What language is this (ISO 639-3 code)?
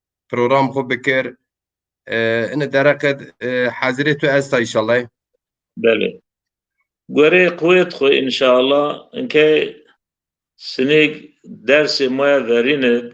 zza